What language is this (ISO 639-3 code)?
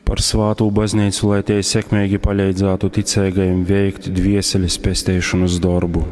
ltg